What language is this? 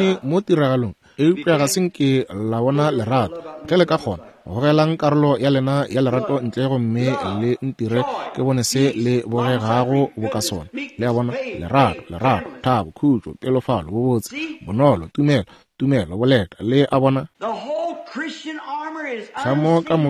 Northern Sotho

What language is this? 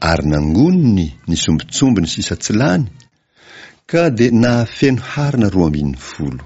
Malagasy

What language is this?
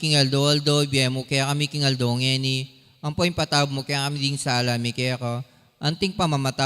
Pampanga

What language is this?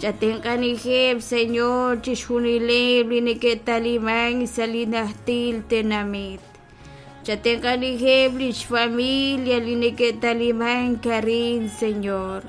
Kekchí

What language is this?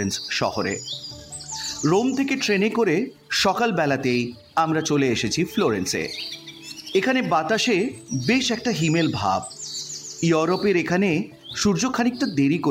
Bangla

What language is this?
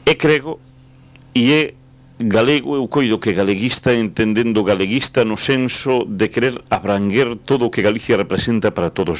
Galician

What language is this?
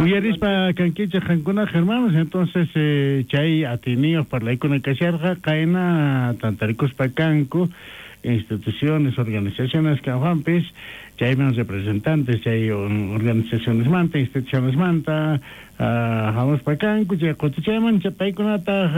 South Bolivian Quechua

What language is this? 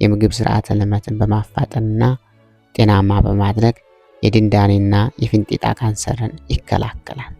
Amharic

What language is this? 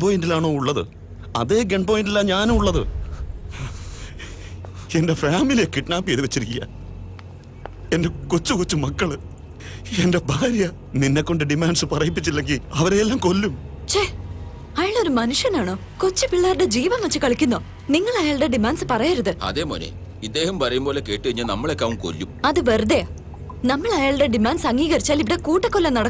Malayalam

